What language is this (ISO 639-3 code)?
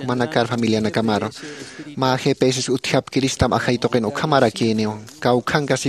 aym